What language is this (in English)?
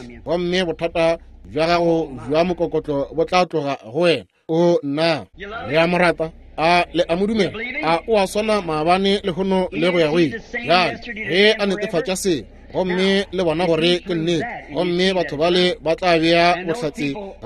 Northern Sotho